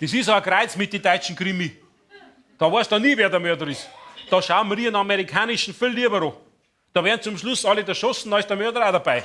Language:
Bavarian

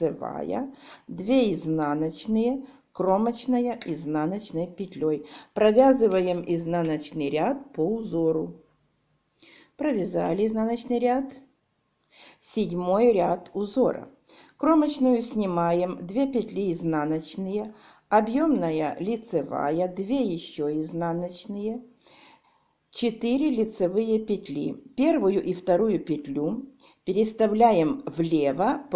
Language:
Russian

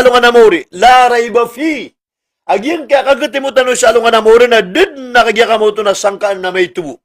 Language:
Maranao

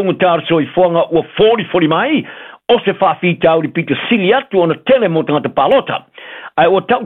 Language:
Samoan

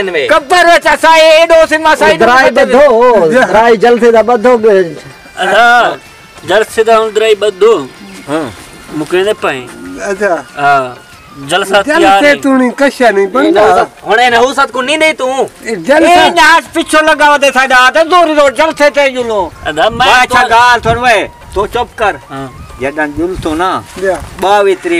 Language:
Saraiki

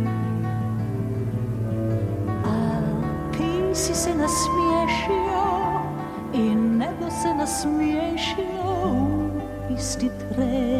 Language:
Croatian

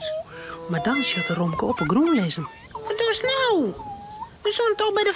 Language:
Western Frisian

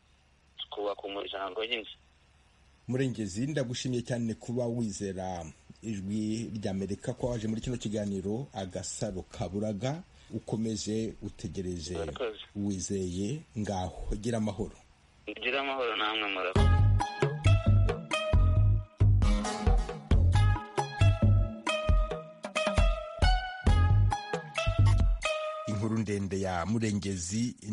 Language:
Kinyarwanda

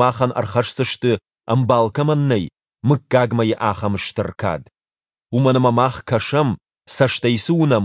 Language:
Ossetic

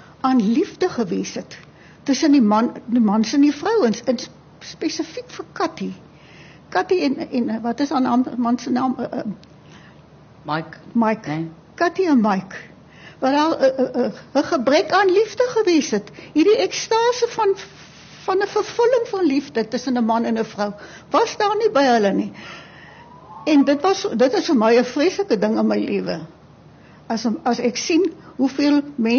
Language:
Afrikaans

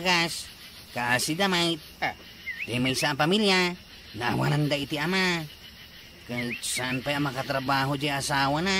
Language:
Iloko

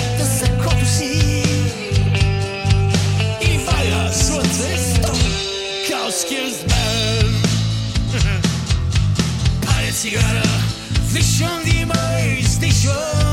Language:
Bulgarian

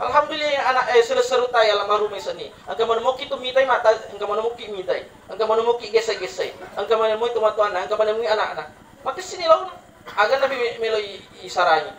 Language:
Buginese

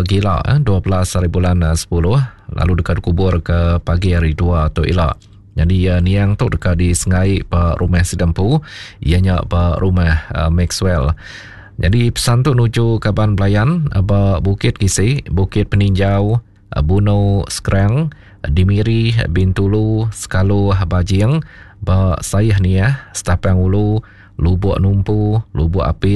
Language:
Iban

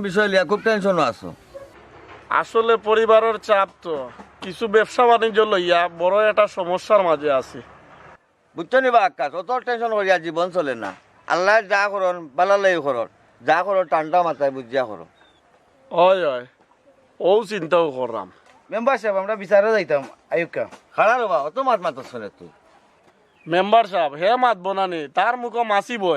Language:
Sylheti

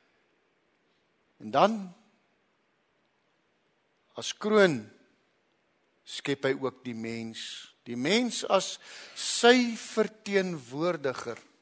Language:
Afrikaans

